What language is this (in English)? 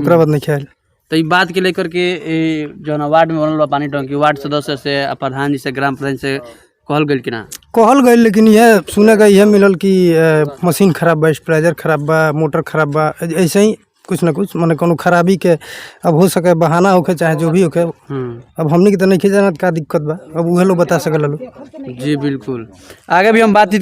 Bhojpuri